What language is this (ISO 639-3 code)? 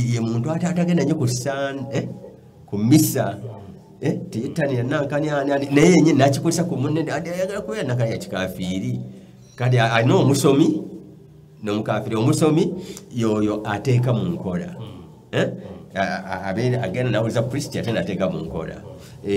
lug